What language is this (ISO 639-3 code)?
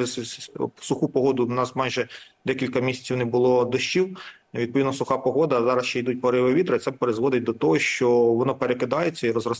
ukr